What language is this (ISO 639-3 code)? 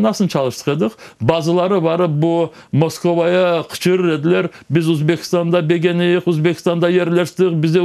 crh